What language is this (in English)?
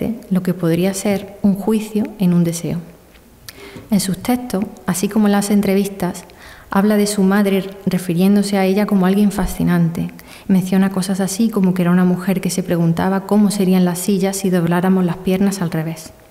Spanish